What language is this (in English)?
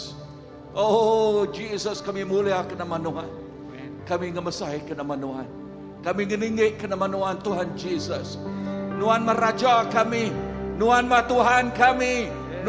Iban